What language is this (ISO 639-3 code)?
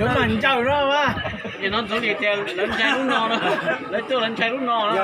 hmn